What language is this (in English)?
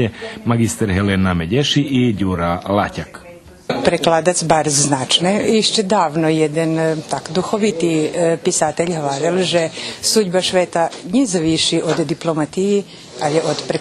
Rusyn